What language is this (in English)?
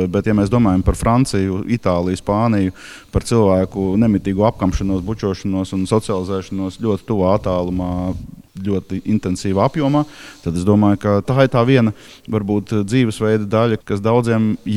Latvian